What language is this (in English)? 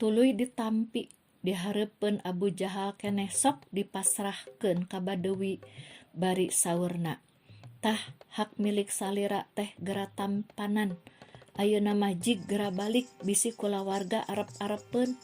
Sundanese